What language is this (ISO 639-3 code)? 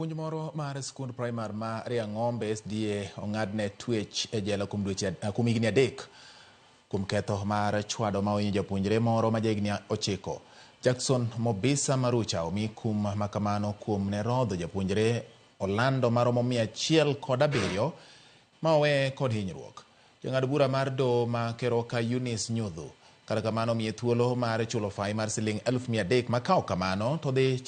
luo